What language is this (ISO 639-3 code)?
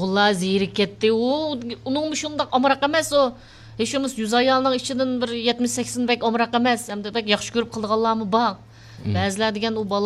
uig